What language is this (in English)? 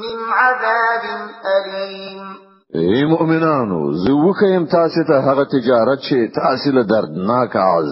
Pashto